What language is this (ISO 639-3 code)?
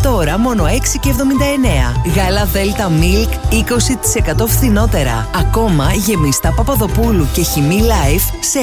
ell